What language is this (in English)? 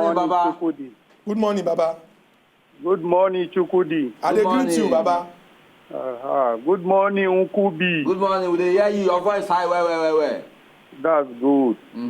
Nigerian Pidgin